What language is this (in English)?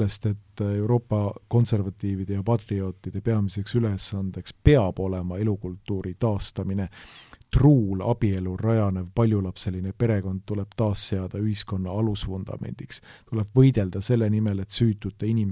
Estonian